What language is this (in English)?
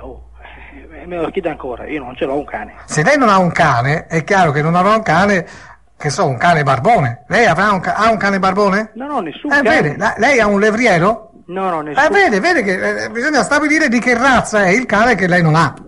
Italian